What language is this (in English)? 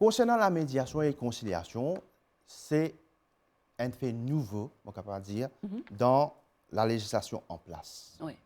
Morisyen